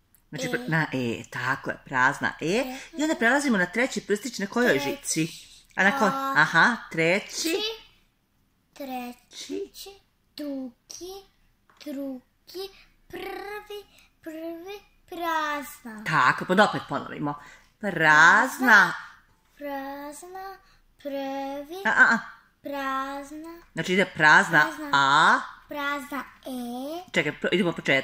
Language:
Serbian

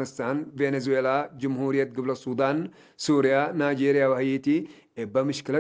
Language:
Tigre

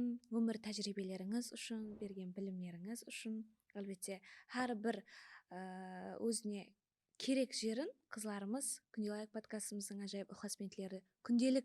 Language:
Kara-Kalpak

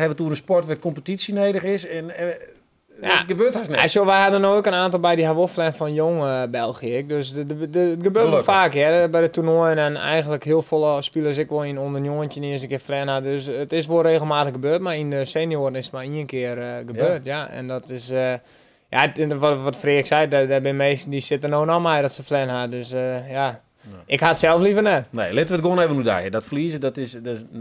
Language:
Western Frisian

